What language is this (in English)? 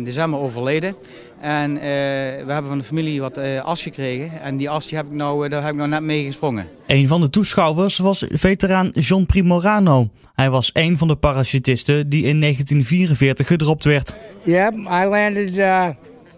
Dutch